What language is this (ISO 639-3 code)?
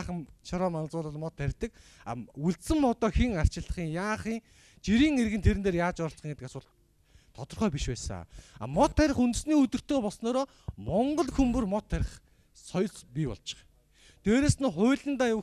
mon